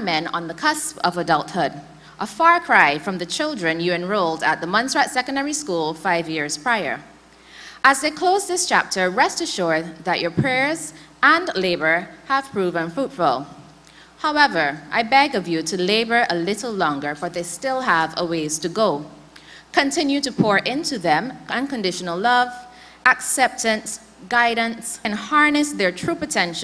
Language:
English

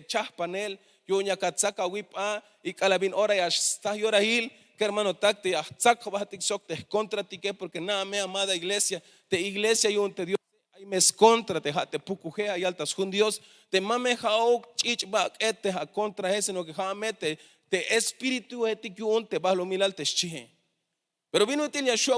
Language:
Tzeltal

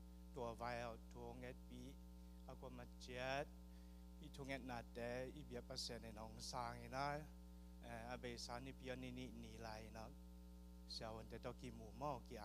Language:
Tedim Chin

